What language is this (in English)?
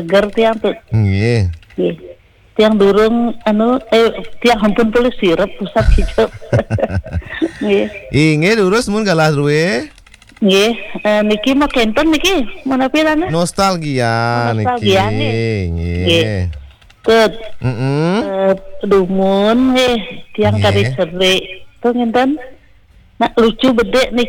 Balinese